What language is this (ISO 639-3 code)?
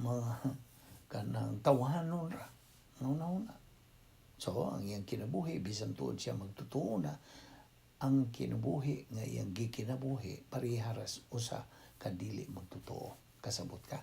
ceb